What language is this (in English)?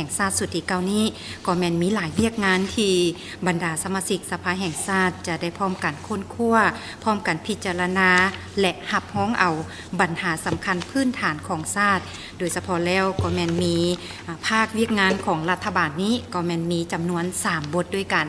Lao